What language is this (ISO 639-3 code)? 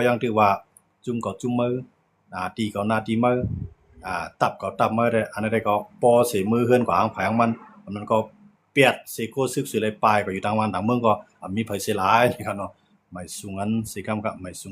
shn